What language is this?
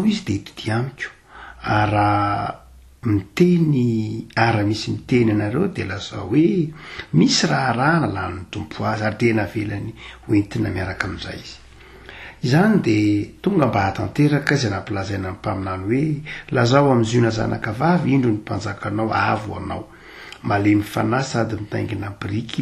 Malagasy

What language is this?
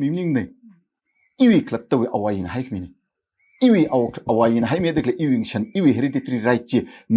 Tangkhul Naga (India)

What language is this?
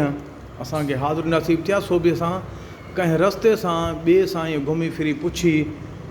Sindhi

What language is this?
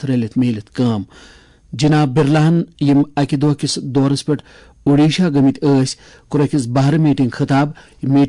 Kashmiri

